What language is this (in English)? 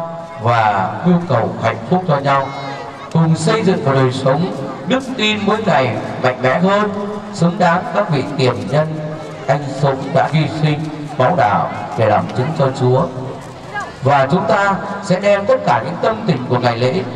Vietnamese